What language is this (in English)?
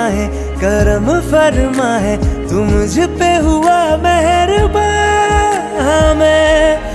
Hindi